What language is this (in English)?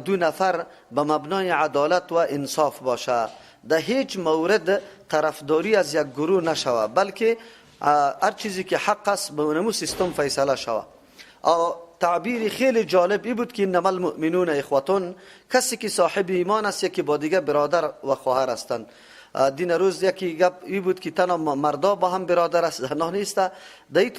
Persian